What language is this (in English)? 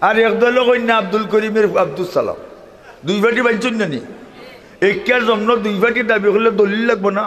Sylheti